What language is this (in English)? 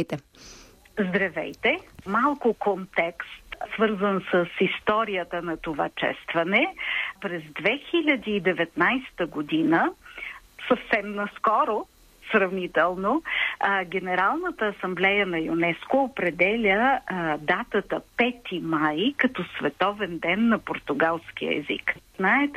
Bulgarian